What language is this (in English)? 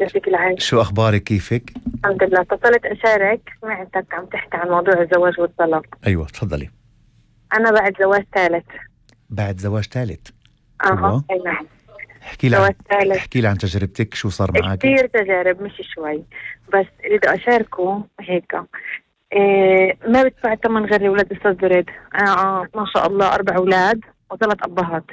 North Levantine Arabic